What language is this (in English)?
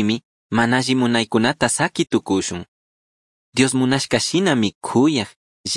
Chimborazo Highland Quichua